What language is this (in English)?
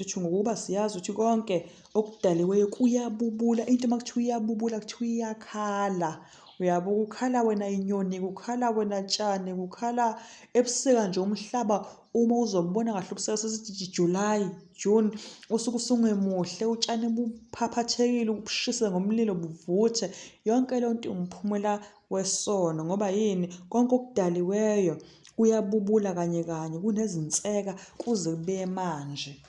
Zulu